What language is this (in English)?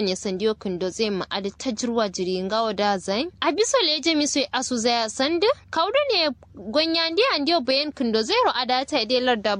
Kanuri